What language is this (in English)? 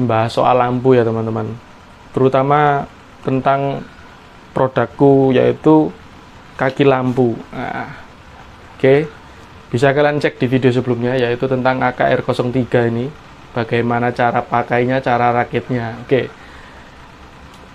Indonesian